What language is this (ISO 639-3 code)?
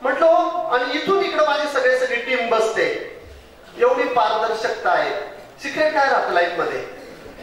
mar